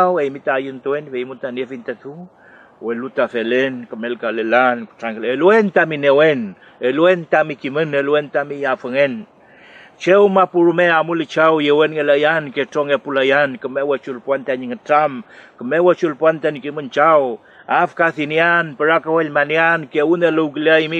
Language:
Mapuche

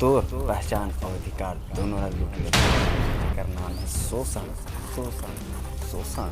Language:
Chhattisgarhi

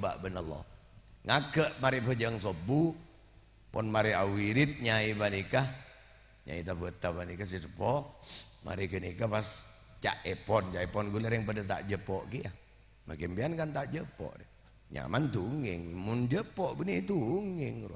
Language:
Madurese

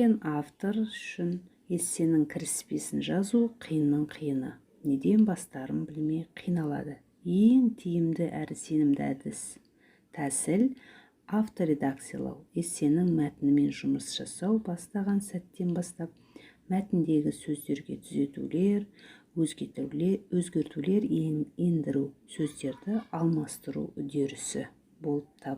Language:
Kazakh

